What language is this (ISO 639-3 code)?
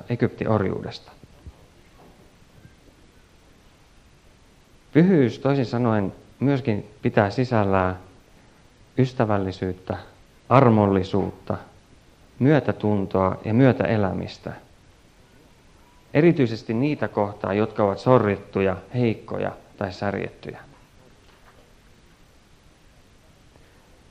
fin